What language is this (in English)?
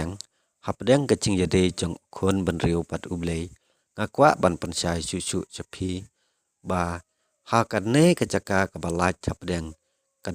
Khasi